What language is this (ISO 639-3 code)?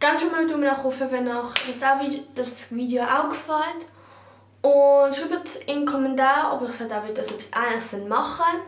gsw